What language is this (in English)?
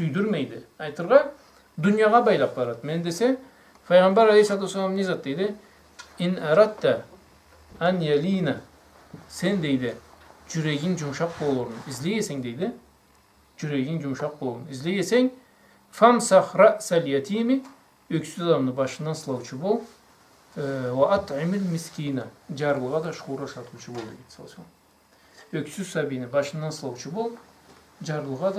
Karachay-Balkar